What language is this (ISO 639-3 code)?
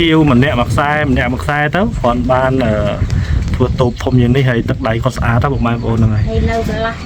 khm